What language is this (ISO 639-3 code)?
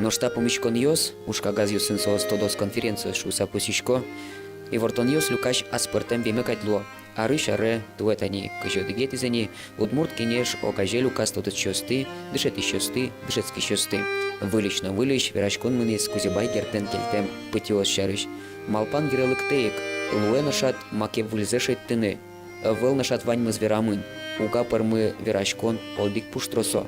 udm